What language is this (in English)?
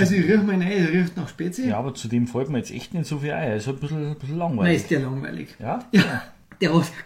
Bavarian